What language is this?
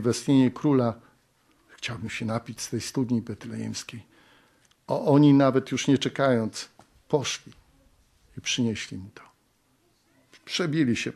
Polish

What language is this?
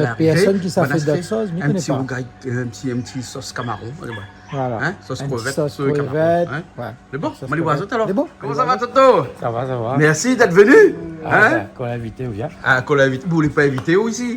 Réunion Creole French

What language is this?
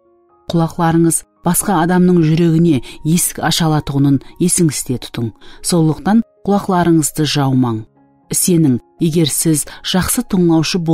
Kara-Kalpak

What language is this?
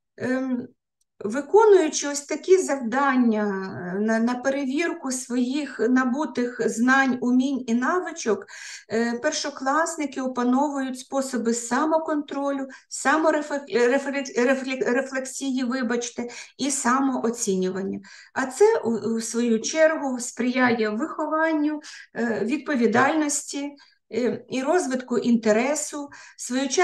Ukrainian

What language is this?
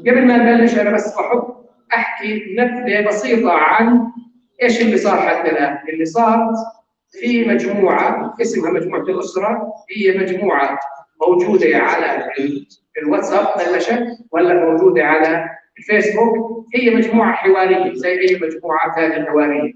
North Levantine Arabic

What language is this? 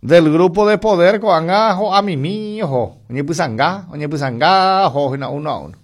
Guarani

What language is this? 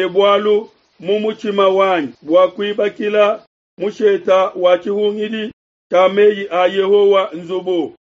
Luba-Lulua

